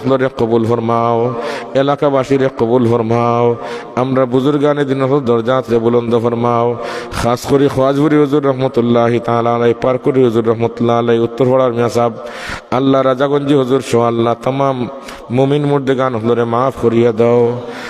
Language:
Sylheti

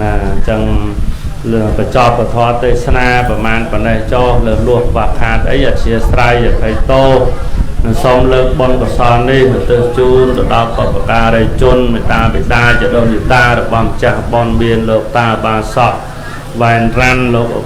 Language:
Khmer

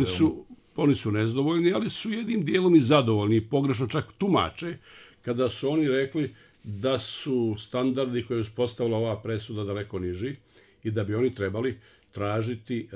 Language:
Bosnian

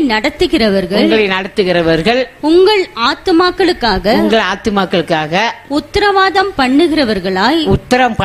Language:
Tamil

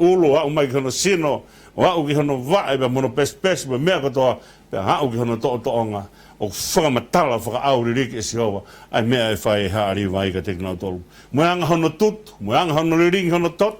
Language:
Tongan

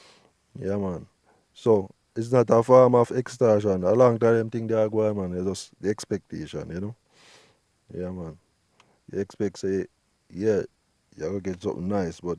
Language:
Jamaican Creole English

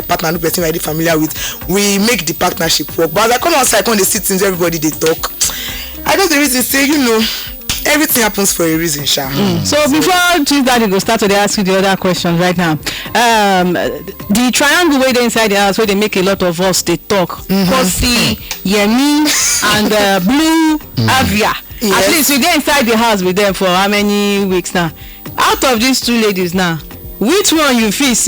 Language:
Nigerian Pidgin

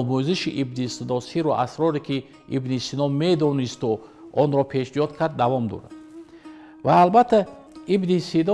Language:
Tajik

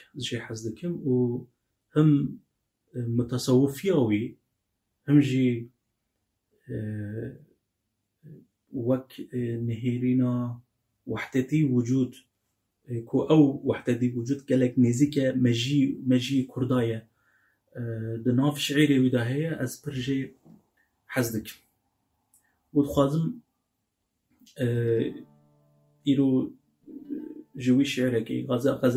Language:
Kurdish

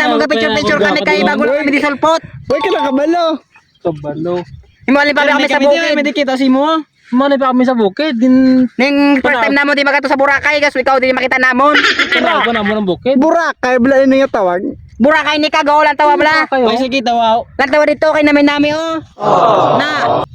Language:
Hiligaynon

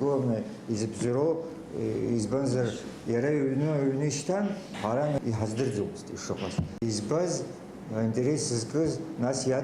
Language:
Abkhazian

